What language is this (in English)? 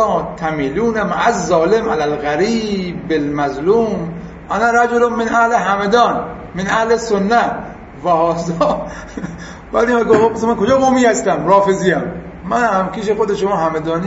Persian